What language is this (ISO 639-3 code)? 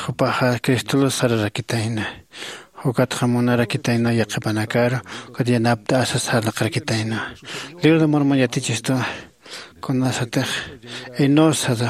aym